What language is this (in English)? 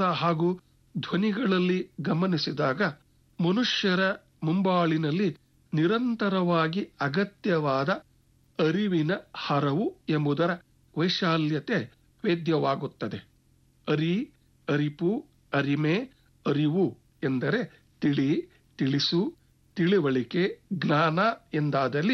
Kannada